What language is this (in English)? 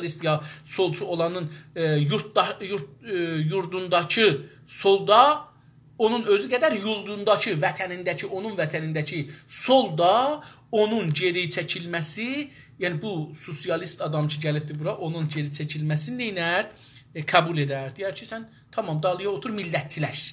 South Azerbaijani